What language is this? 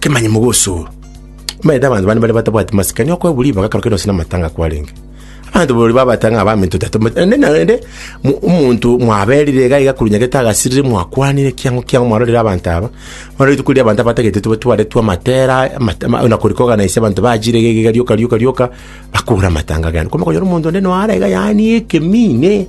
Gusii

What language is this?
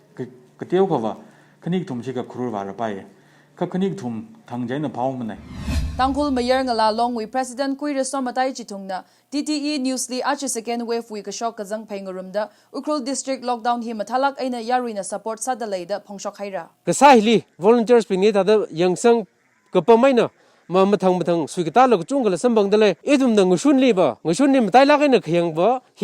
Tangkhul Naga (India)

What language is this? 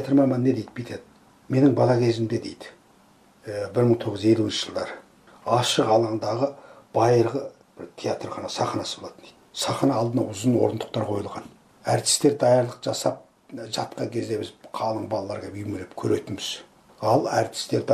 Kazakh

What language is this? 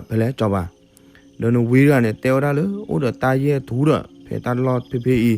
S'gaw Karen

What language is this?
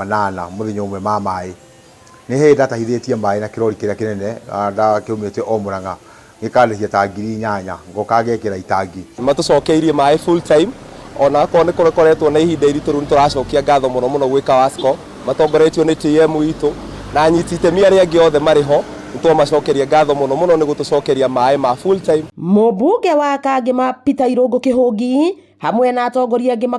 Kikuyu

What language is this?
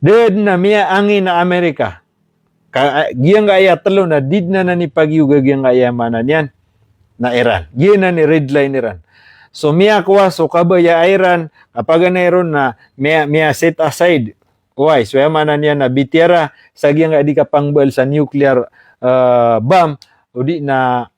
Maranao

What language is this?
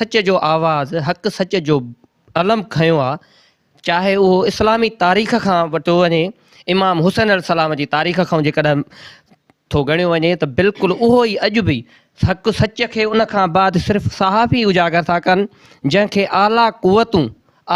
Sindhi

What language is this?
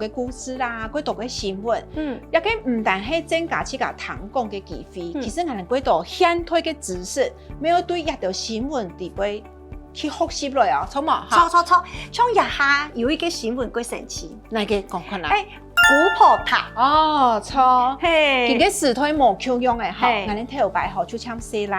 Hakka Chinese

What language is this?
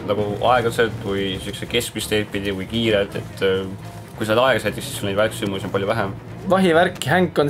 Estonian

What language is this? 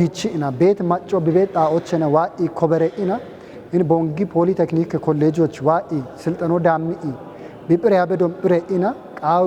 Kafa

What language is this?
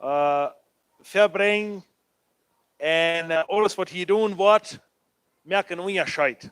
Plautdietsch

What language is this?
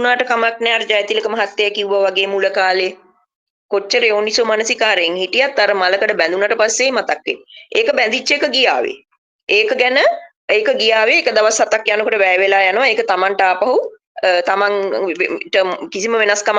Sinhala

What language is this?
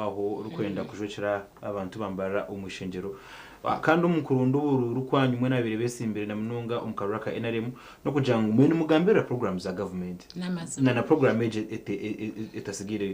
Nyankole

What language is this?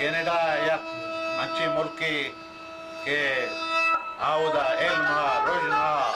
Baluchi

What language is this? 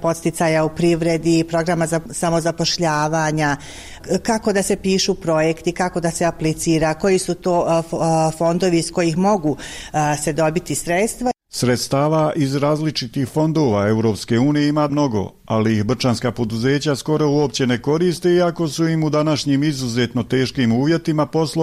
Bosnian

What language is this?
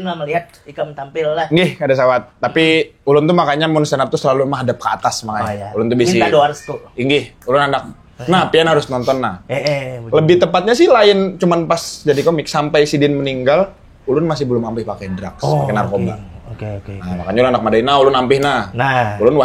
Banjar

